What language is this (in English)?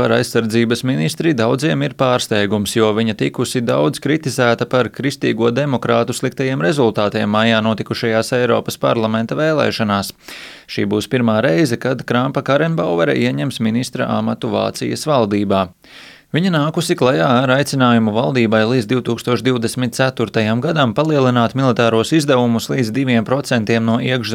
Latvian